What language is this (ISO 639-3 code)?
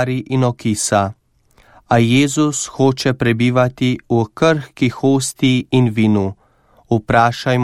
slv